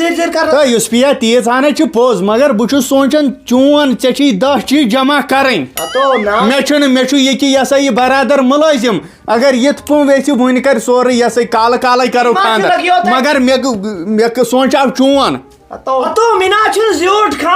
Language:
Kashmiri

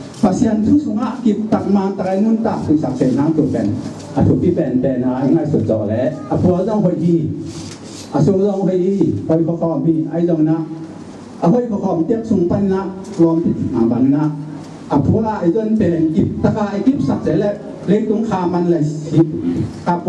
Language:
Tedim Chin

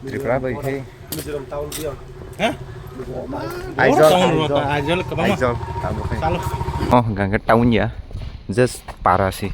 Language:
Kok Borok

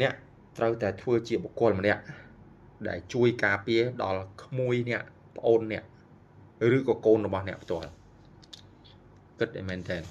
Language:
Khmer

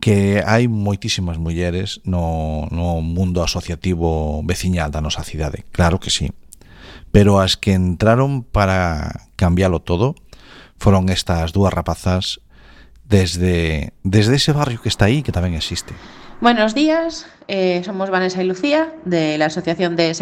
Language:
Galician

